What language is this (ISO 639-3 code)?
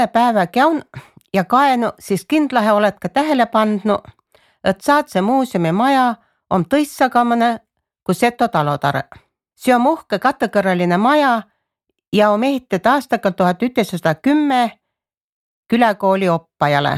est